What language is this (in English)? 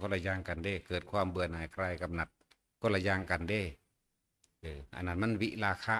Northeastern Thai